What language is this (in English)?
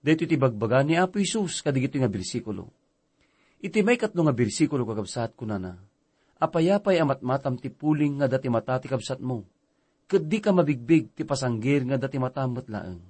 Iloko